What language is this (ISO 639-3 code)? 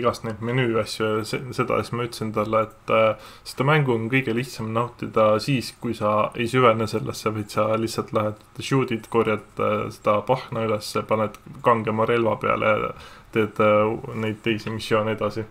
est